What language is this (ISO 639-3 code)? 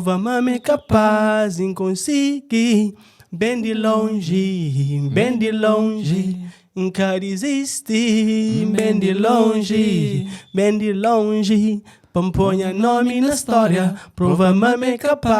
kea